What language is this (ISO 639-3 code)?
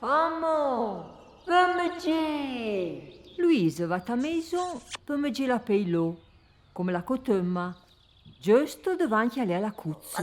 frp